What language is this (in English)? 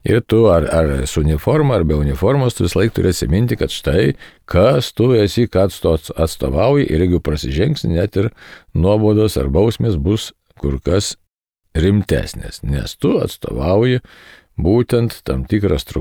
Lithuanian